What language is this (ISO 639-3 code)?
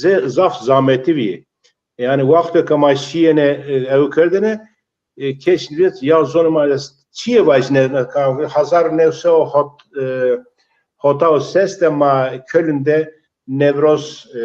zza